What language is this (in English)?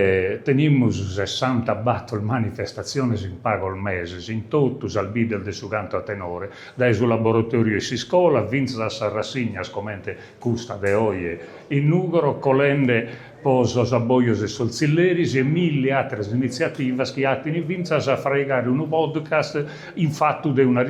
Sardinian